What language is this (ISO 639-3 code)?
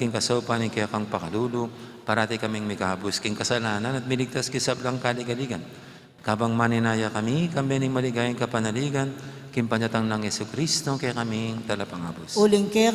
pam